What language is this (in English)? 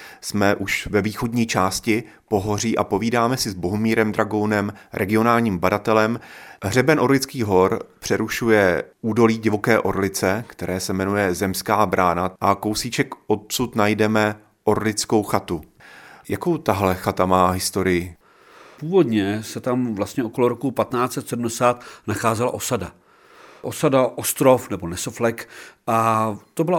Czech